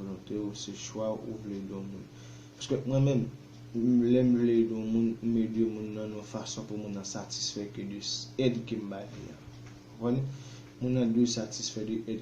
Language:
Haitian Creole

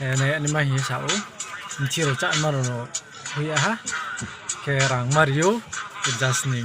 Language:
Riang (India)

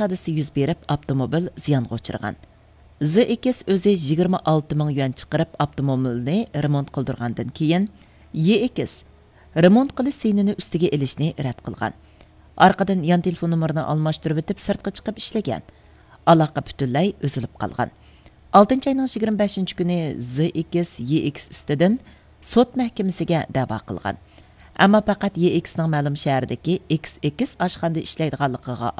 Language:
Uyghur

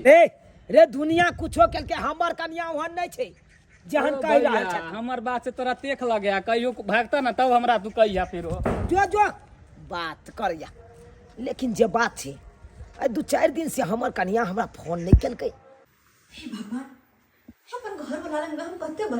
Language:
Maithili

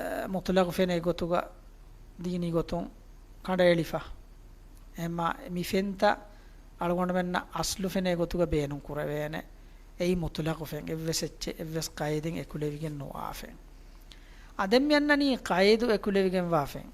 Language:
Divehi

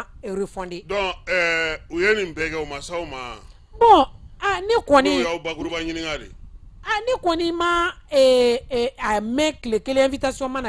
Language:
Bambara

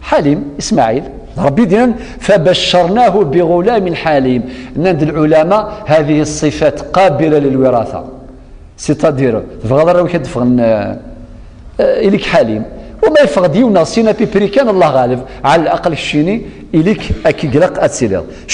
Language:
Kabyle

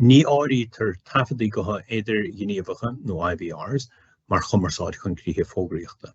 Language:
Irish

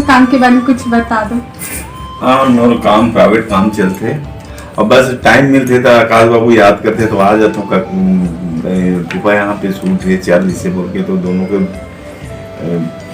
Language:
Chhattisgarhi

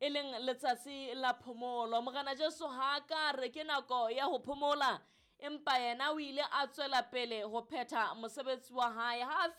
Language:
Southern Sotho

